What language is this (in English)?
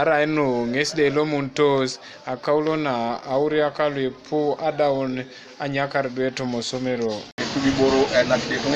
Teso